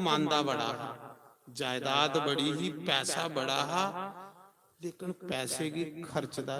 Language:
Dogri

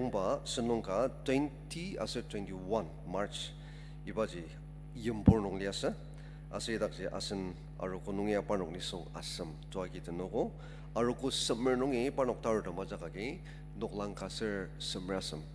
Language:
Ao Naga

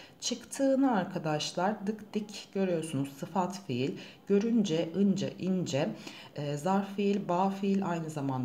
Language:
Turkish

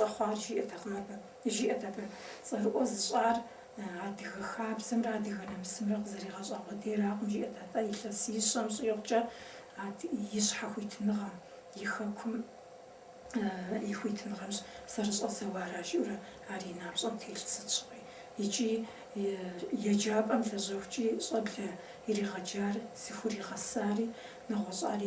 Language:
Kabardian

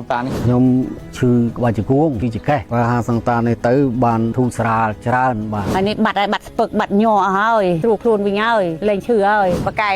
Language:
Khmer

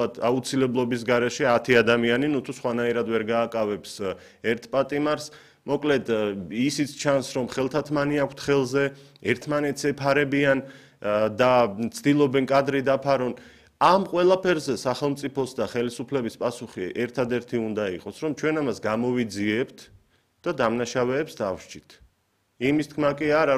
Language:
Georgian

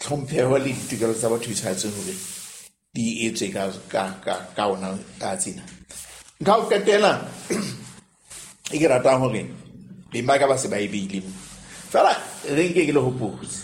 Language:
Southern Sotho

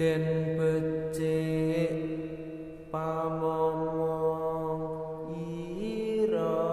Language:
Javanese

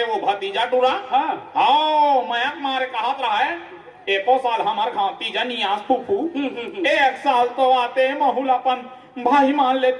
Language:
Chhattisgarhi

